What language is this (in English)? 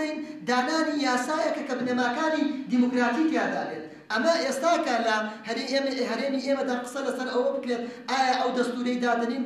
Central Kurdish